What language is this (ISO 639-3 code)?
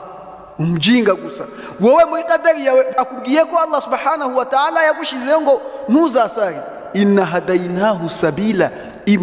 kin